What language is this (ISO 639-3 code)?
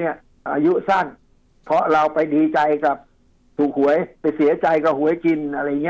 tha